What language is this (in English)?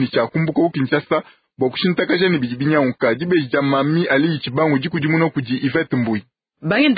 Luba-Lulua